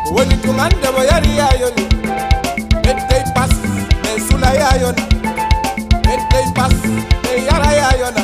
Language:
Fula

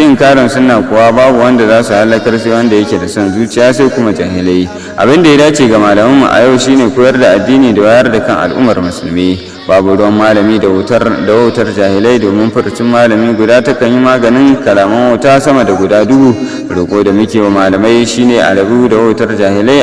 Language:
Hausa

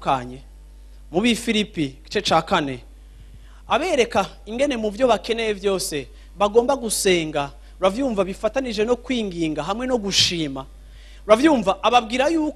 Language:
Rundi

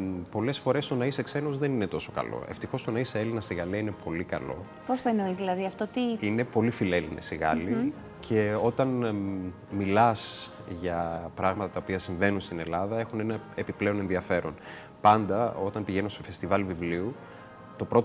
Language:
Greek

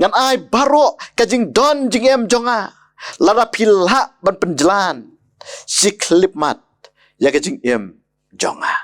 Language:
Khasi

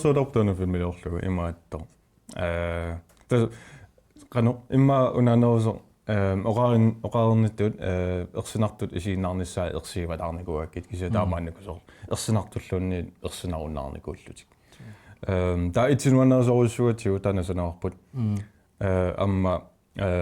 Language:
Kalaallisut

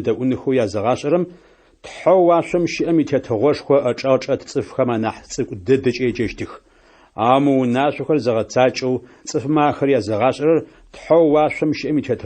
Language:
Adyghe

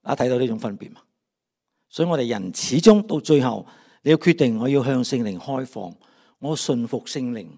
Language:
Cantonese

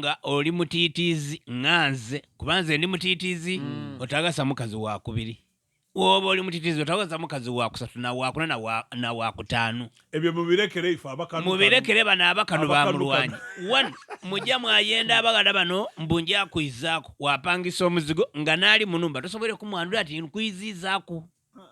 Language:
Ganda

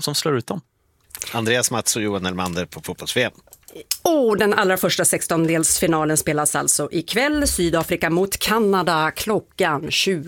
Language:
Swedish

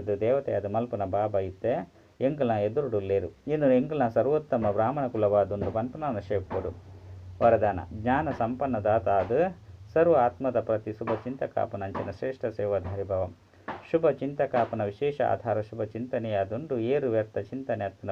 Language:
Tulu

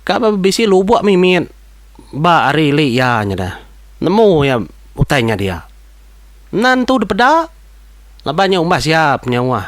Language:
Iban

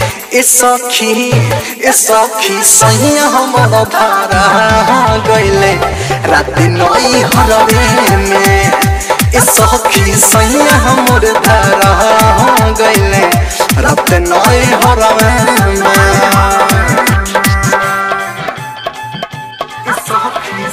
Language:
Bhojpuri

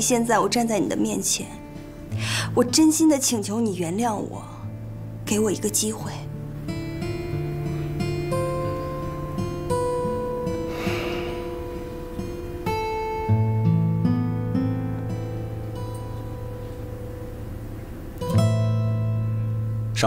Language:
Chinese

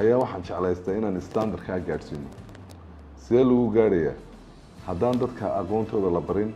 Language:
Somali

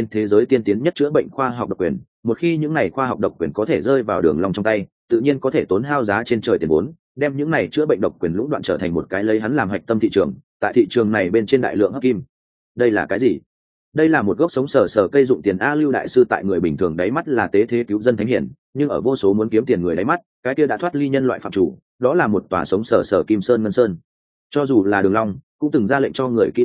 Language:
Vietnamese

